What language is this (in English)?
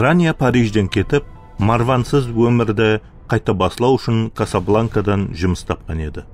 Kara-Kalpak